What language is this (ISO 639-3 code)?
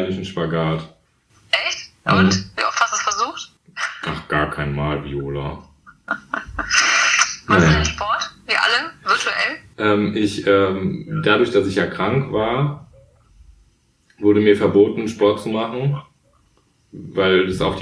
deu